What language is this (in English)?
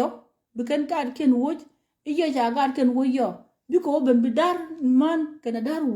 Nuer